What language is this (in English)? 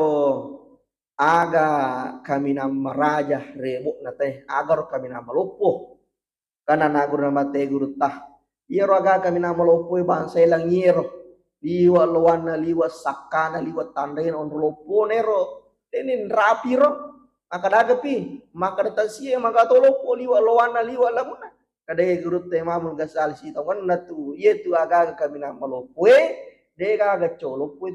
Buginese